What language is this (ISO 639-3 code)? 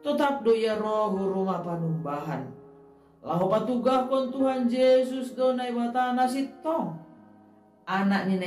bts